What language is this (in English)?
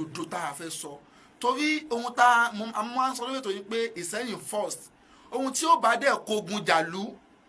Yoruba